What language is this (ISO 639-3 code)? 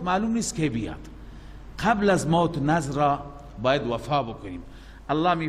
fas